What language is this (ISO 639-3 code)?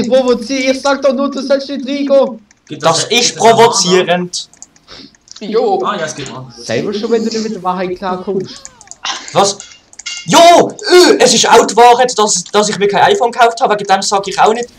gsw